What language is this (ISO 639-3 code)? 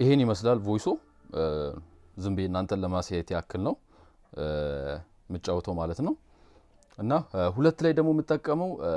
amh